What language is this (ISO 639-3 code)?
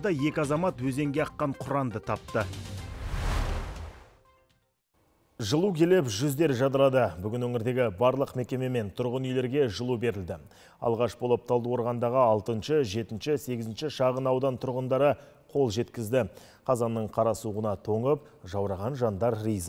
kaz